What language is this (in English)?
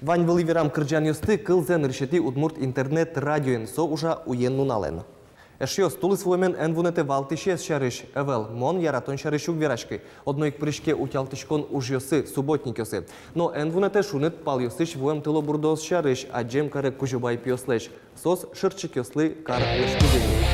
Udmurt